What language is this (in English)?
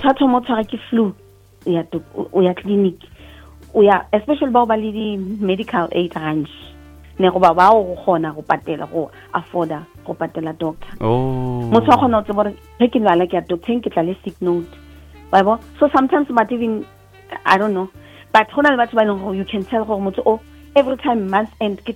Northern Sotho